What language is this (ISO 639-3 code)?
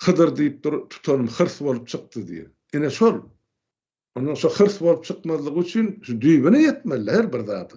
tuk